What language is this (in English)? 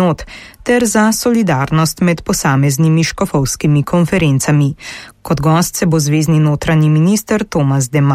Slovenian